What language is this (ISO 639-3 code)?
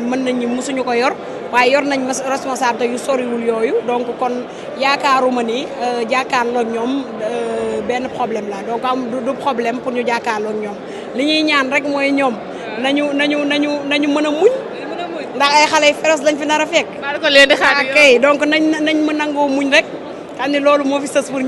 wol